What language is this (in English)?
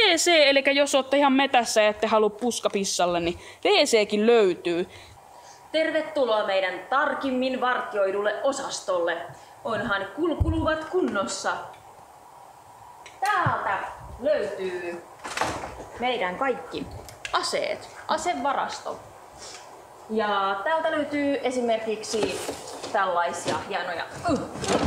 Finnish